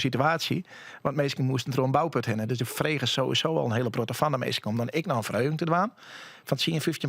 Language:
Western Frisian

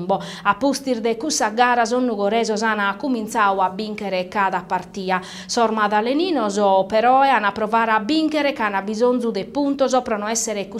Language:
Sardinian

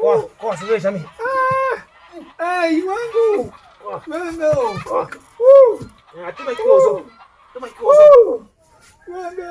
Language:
Tiv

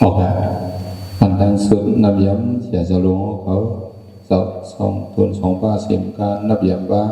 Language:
Shan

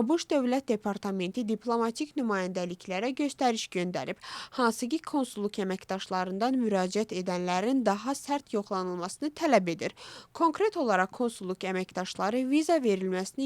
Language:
Azerbaijani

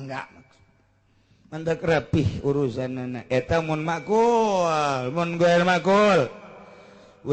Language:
Sundanese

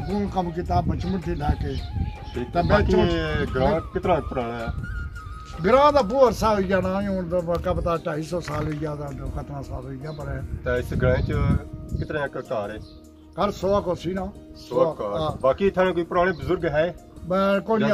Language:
Pahari-Potwari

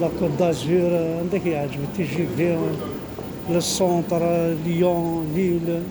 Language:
Kabyle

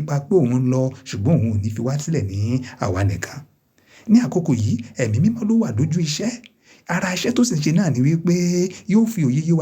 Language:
Yoruba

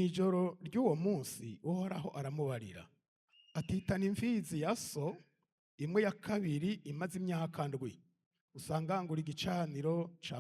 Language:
Rundi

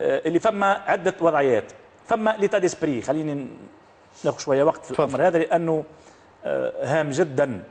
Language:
Tunisian Arabic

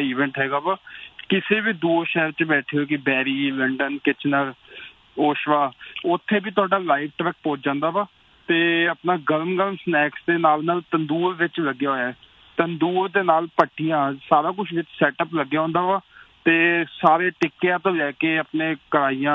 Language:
Punjabi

